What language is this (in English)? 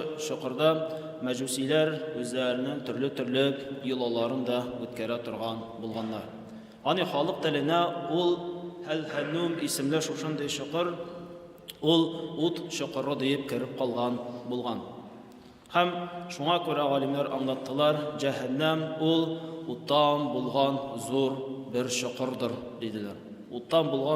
Tatar